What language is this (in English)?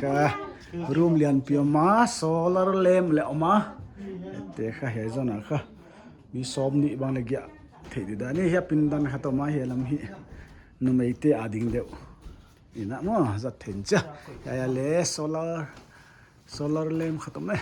Paite Chin